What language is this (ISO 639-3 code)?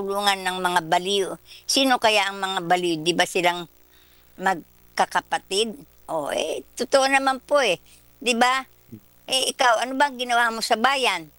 fil